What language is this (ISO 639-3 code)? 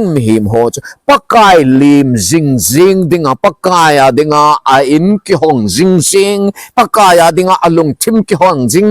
tcz